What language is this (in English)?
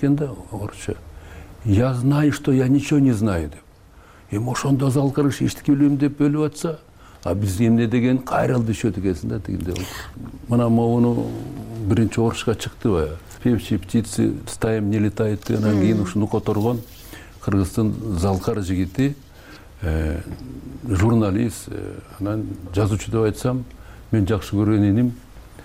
Kyrgyz